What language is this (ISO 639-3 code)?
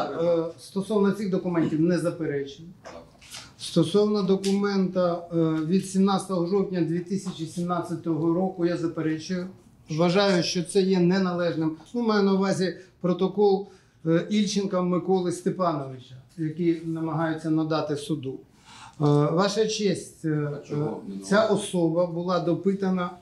ukr